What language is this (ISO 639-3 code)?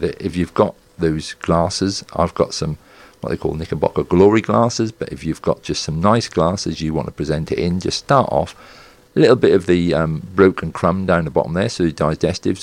eng